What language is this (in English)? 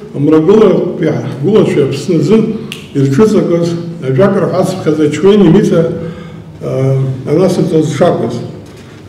Abkhazian